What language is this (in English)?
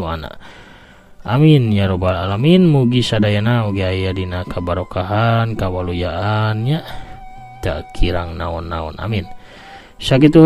Sundanese